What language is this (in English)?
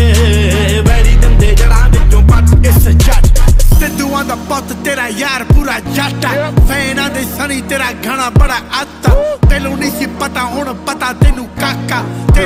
Punjabi